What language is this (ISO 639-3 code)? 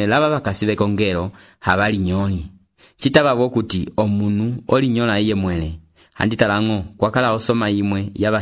umb